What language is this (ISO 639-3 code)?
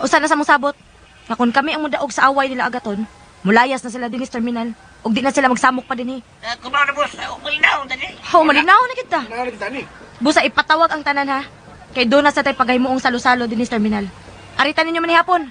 ceb